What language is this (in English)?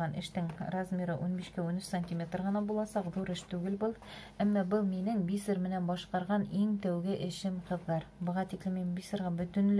Bashkir